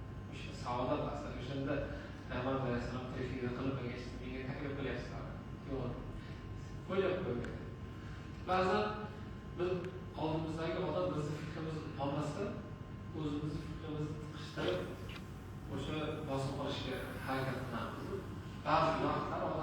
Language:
Uzbek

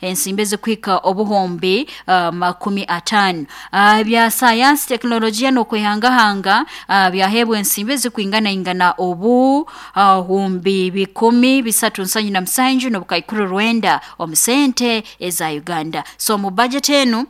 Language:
Nyankole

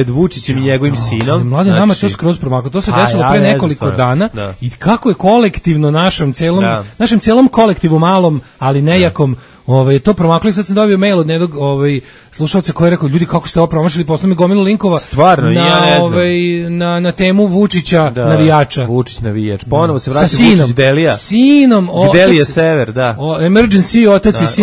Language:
Serbian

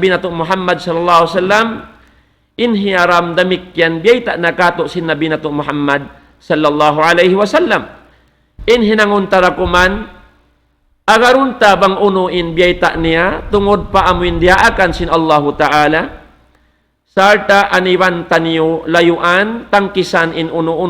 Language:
Tausug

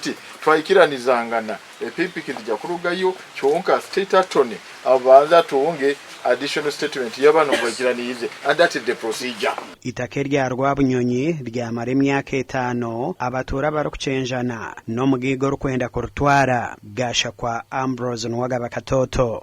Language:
Nyankole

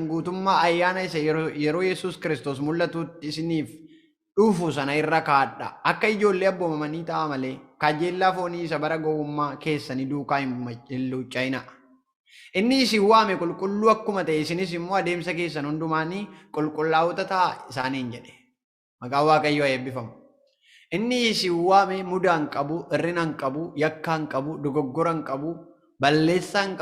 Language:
Oromo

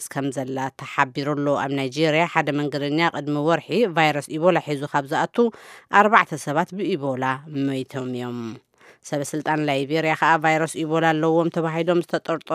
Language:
Tigrinya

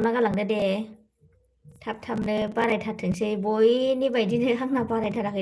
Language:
Bodo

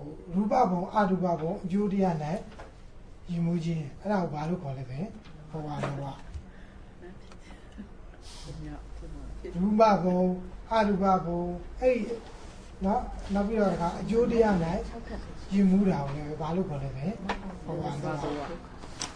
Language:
Burmese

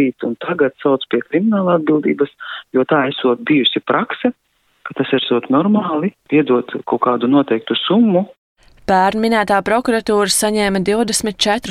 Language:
Latvian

